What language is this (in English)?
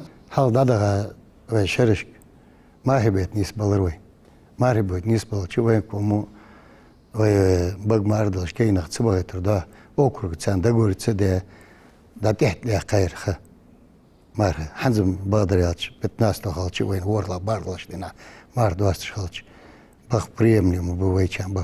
Ingush